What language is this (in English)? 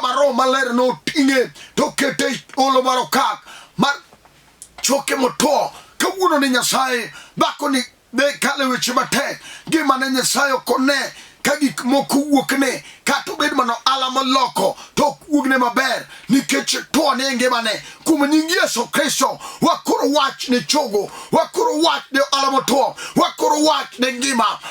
Luo (Kenya and Tanzania)